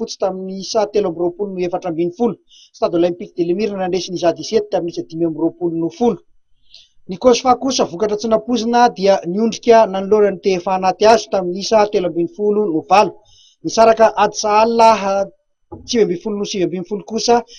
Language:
Malagasy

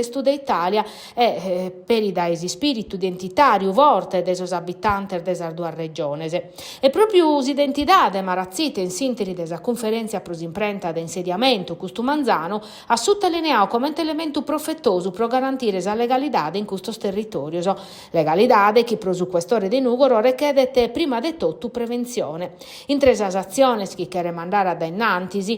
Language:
Sardinian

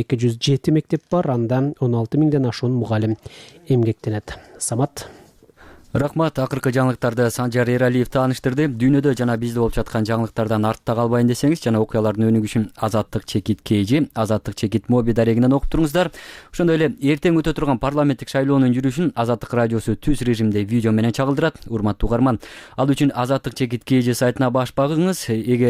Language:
Kyrgyz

